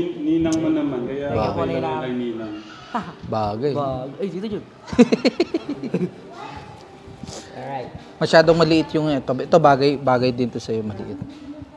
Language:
Filipino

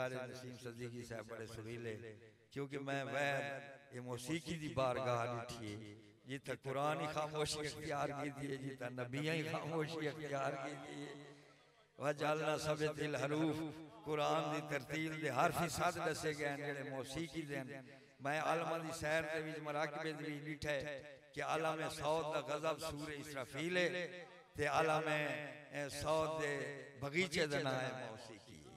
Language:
Saraiki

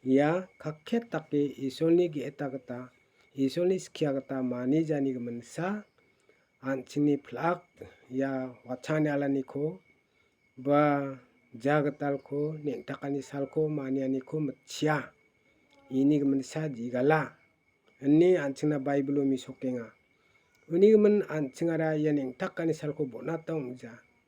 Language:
Garo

